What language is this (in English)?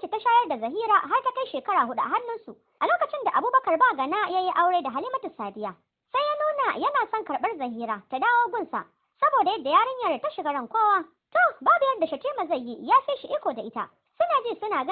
Hausa